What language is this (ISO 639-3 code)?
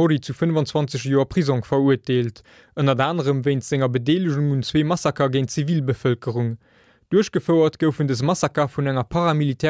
ltz